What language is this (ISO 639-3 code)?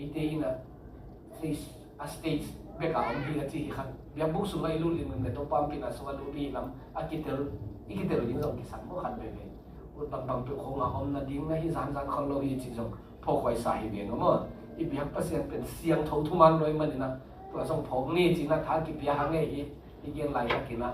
ctd